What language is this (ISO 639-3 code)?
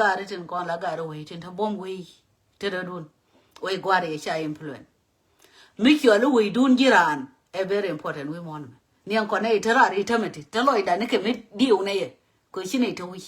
nus